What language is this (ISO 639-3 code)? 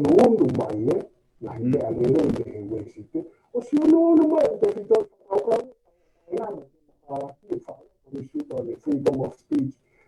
ton